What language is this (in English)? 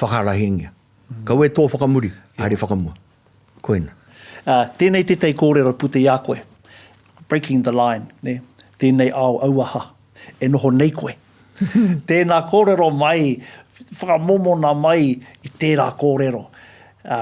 Māori